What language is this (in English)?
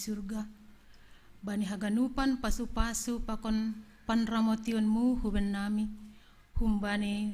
Batak Simalungun